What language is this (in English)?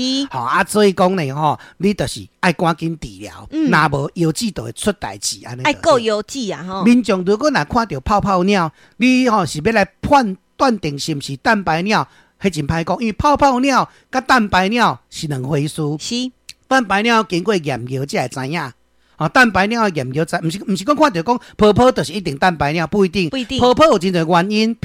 Min Nan Chinese